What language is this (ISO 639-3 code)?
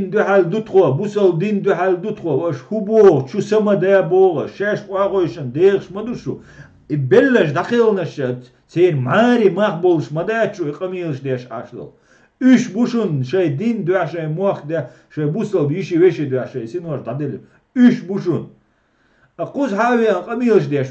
che